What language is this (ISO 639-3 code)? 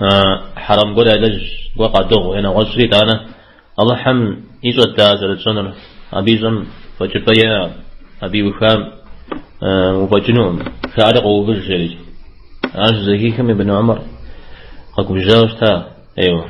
kbd